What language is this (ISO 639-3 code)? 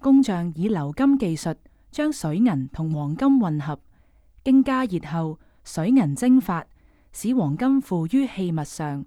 yue